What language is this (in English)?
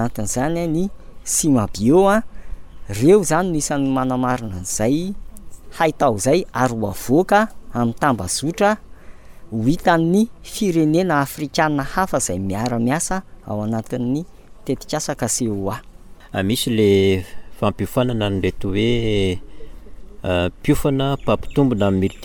Malagasy